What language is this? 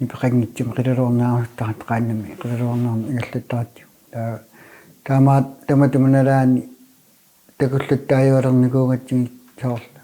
Kalaallisut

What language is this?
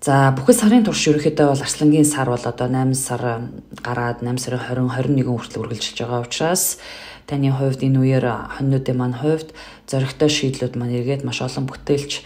Mongolian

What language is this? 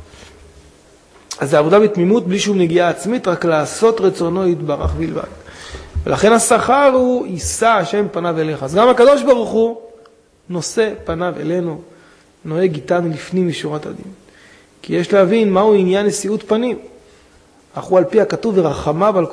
Hebrew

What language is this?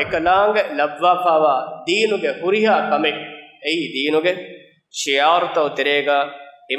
Divehi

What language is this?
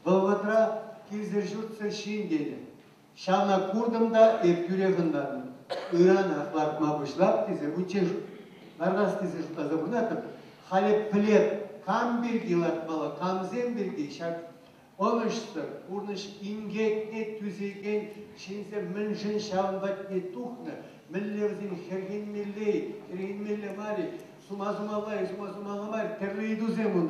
Chuvash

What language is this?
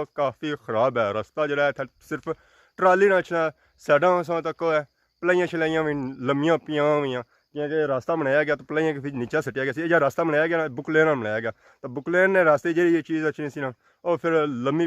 Pahari-Potwari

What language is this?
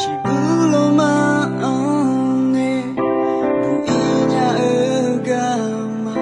Akha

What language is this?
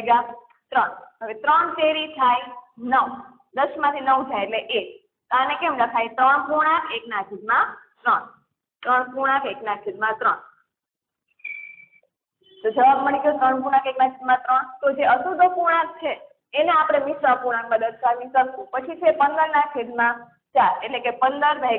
Gujarati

